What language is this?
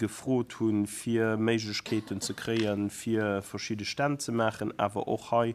Luxembourgish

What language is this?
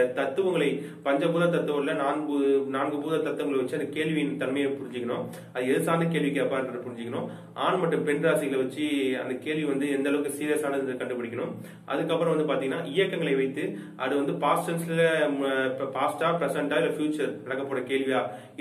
Tamil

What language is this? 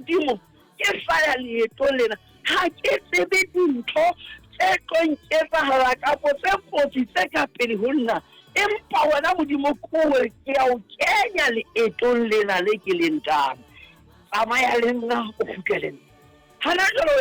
Southern Sotho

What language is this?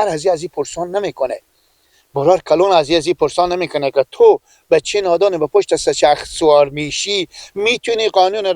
Persian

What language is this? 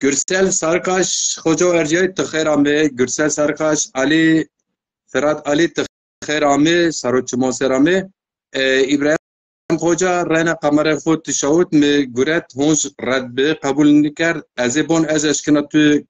Zaza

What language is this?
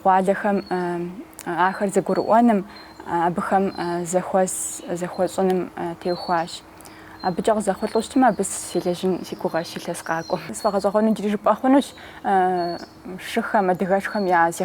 Kabardian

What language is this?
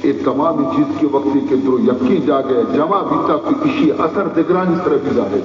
Baluchi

